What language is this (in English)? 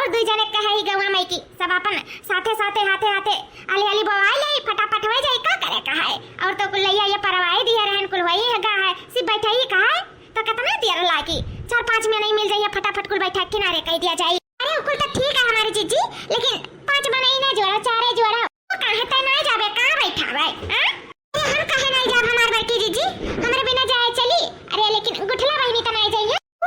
Awadhi